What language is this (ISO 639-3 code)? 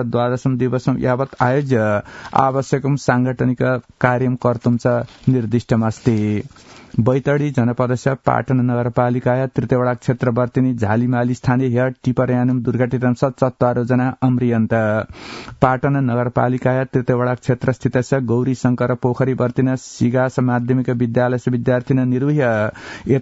san